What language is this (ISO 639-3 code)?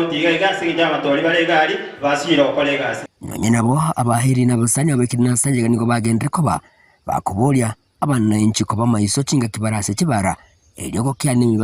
guz